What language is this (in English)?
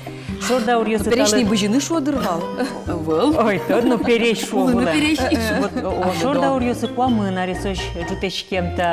Udmurt